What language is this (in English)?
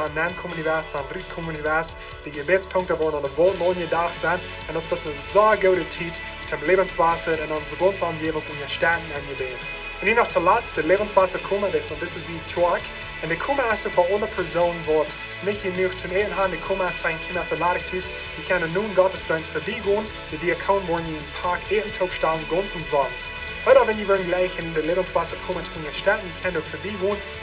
Plautdietsch